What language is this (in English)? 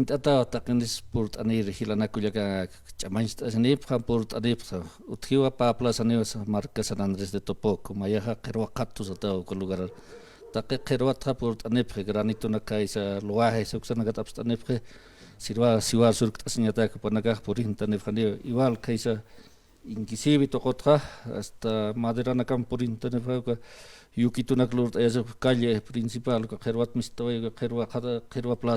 Aymara